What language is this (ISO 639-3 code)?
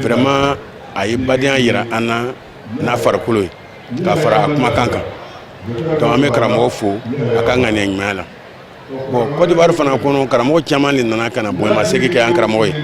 bam